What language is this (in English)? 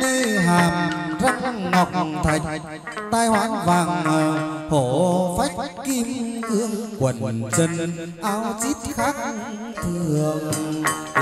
Vietnamese